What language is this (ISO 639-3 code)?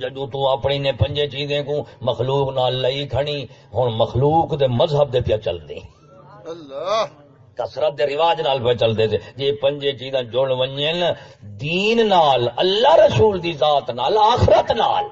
skr